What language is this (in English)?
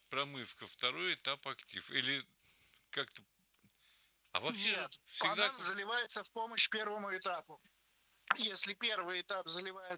Russian